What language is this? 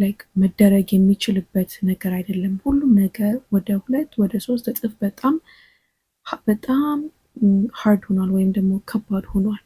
Amharic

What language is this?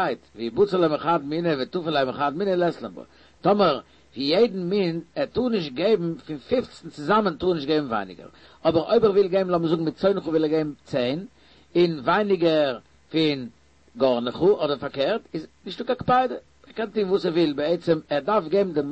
Yiddish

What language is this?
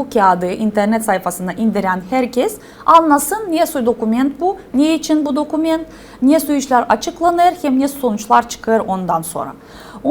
Gagauz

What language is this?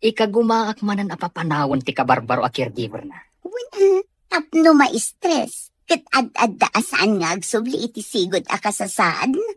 Iloko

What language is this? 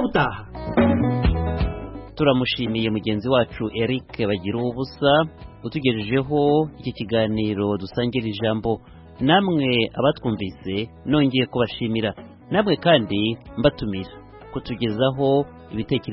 Kinyarwanda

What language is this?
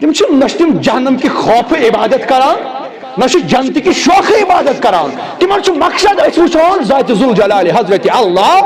Kashmiri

